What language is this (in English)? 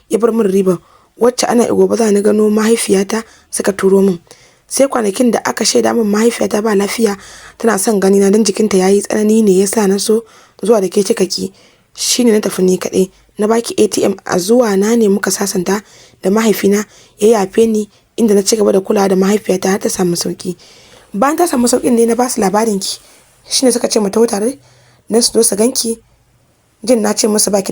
Hausa